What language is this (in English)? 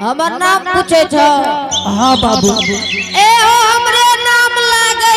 Angika